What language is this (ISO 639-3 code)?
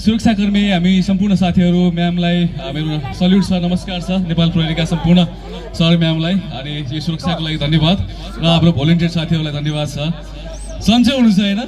nep